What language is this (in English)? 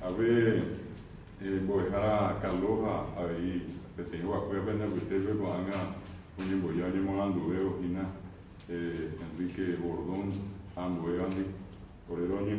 Guarani